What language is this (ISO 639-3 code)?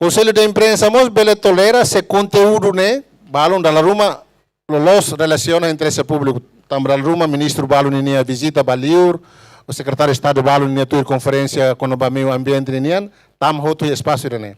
tet